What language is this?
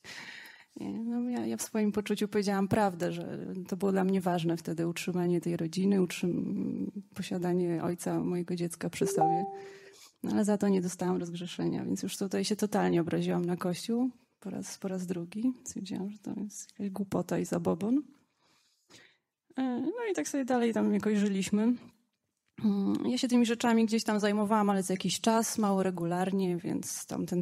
Polish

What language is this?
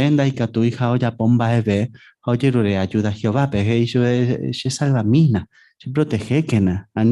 Guarani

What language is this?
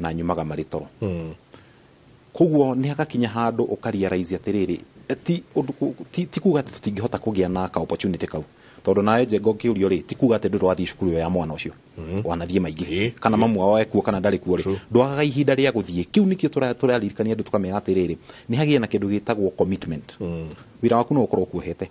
Kikuyu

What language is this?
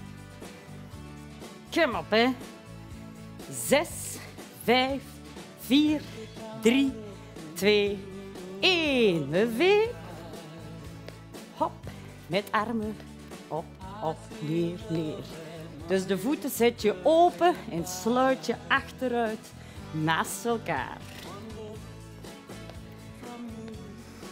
Dutch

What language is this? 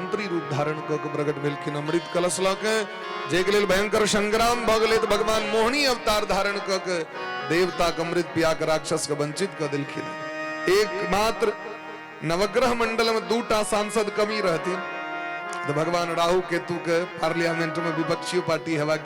Maithili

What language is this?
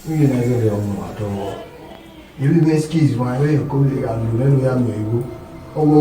Bini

